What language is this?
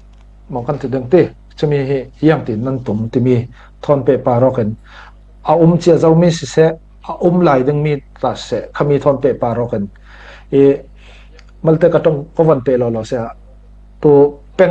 Falam Chin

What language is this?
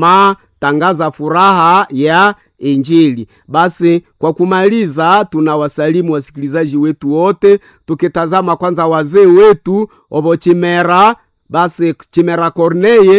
Swahili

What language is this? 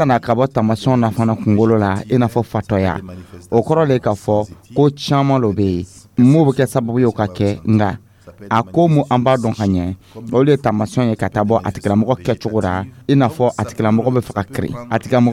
Dyula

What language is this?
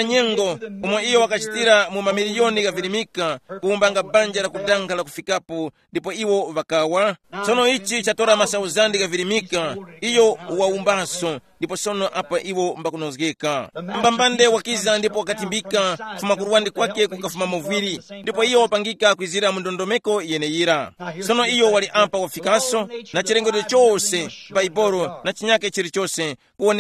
Tumbuka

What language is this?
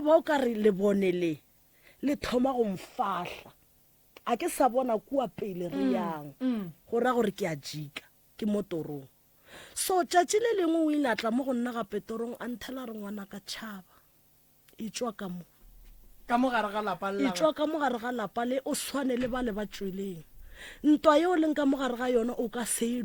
Northern Sotho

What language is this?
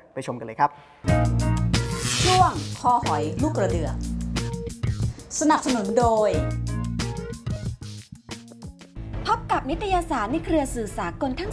Thai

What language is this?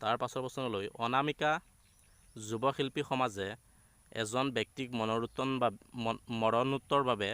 Assamese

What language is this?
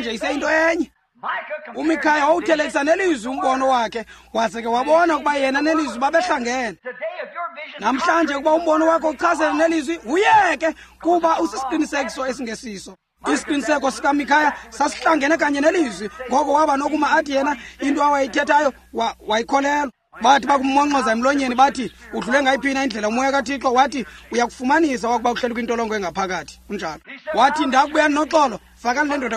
Xhosa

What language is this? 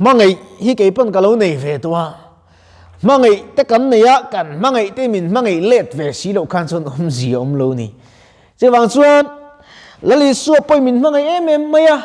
Mizo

